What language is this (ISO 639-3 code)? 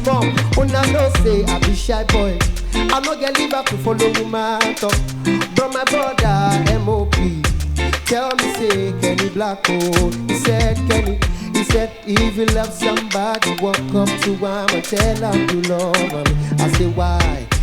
pcm